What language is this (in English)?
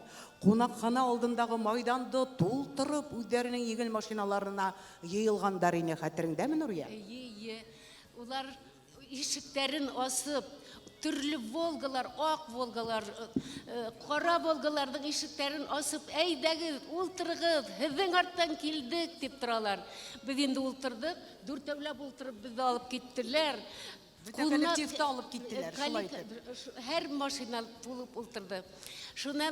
Bashkir